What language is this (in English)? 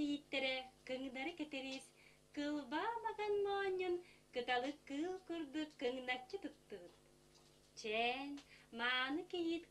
Yakut